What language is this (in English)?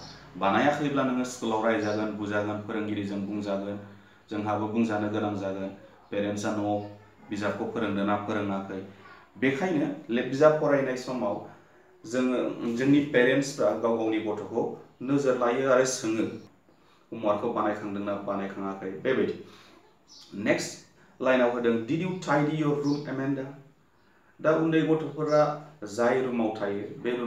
Bodo